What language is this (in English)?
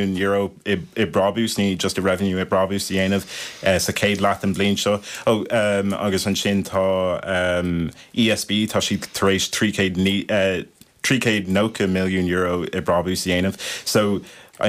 Irish